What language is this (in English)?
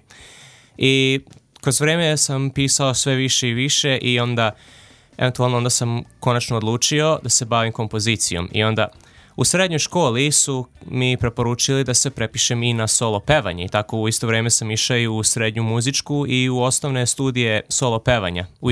Serbian